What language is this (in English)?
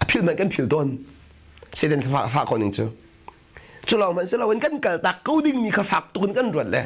Hakha Chin